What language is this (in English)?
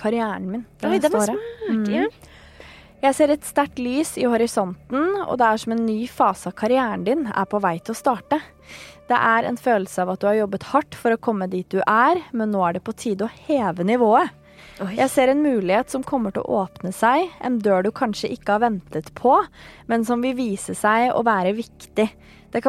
Norwegian